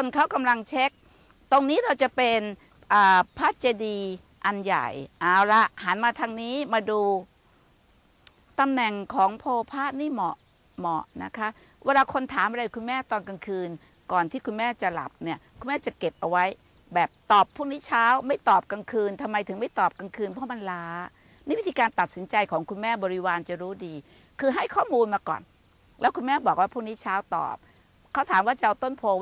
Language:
Thai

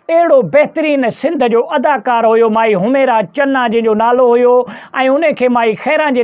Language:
Sindhi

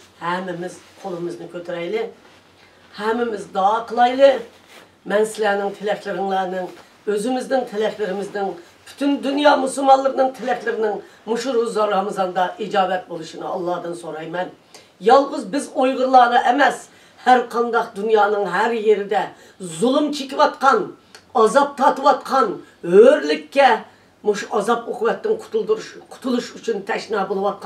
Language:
Uyghur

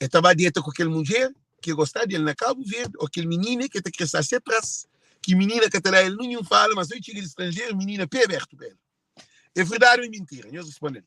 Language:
Kabuverdianu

